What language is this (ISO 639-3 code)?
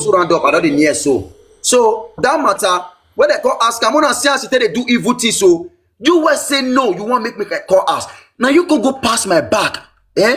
pcm